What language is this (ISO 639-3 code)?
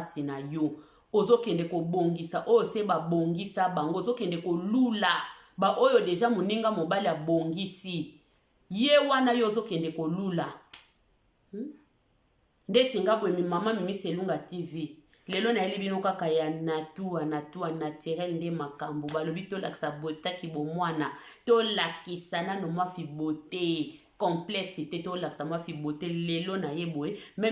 lin